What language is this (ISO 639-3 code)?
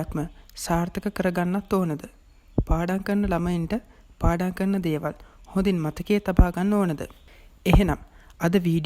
sin